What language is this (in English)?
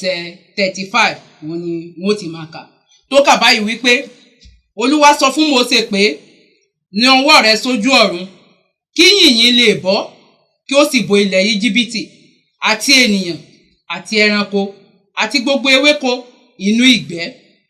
Yoruba